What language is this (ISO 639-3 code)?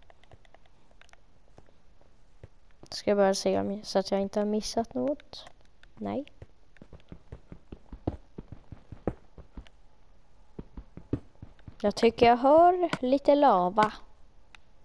swe